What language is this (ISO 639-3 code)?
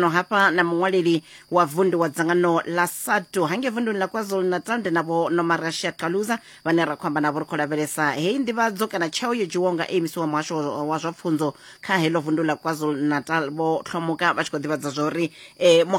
ven